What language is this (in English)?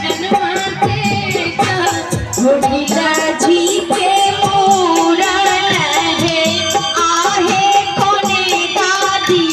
Maithili